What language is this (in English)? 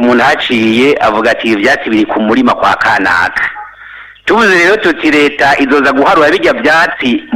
Rundi